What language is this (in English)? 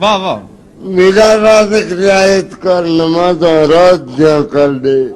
Saraiki